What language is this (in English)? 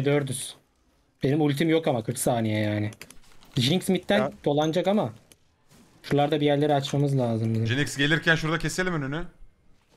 Turkish